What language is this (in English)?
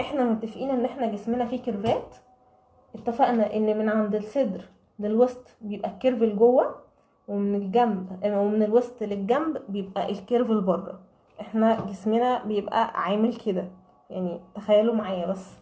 Egyptian Arabic